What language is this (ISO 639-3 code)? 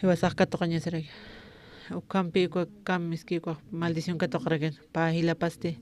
aym